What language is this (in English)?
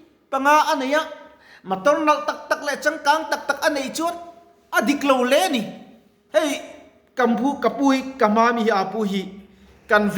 Mizo